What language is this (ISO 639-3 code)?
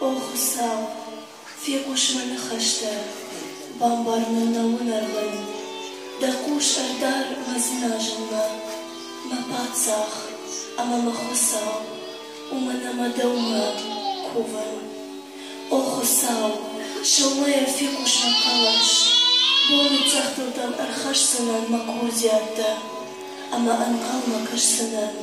oss